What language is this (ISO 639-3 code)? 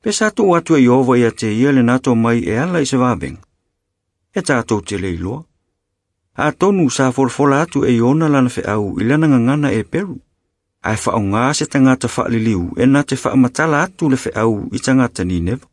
smo